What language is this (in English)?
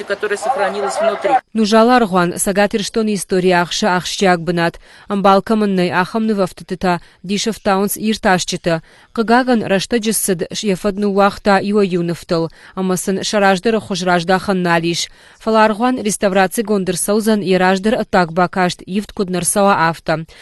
Ossetic